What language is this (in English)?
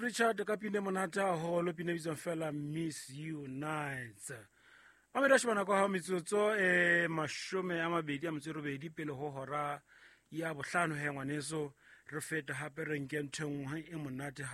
Southern Sotho